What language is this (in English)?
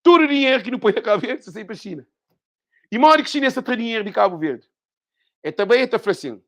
Kabuverdianu